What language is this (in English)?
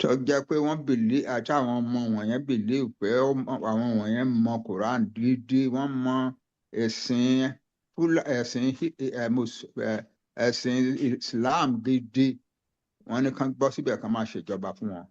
Yoruba